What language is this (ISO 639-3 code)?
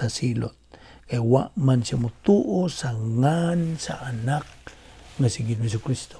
ceb